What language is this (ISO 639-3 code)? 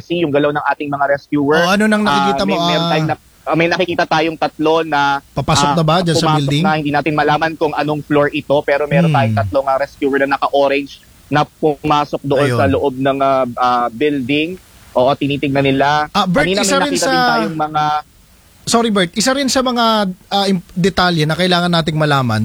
fil